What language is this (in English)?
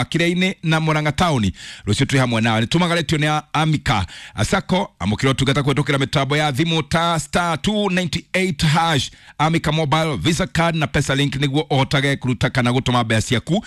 Kikuyu